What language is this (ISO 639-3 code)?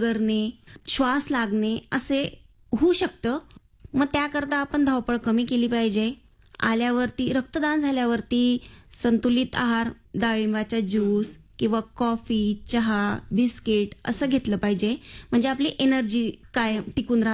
mar